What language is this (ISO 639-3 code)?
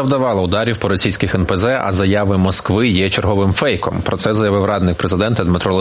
ukr